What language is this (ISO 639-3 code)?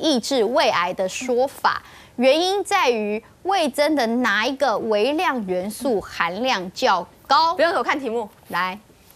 zho